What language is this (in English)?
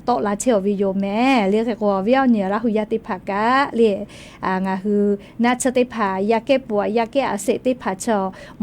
Lahu